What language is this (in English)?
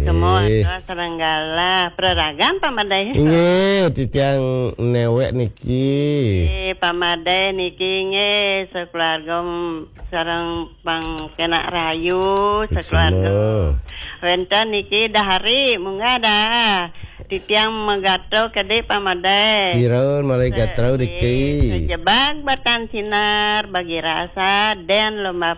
Balinese